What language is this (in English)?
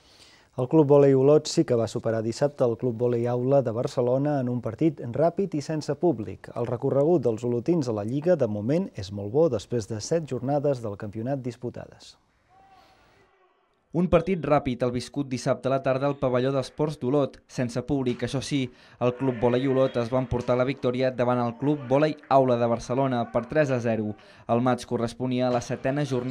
Catalan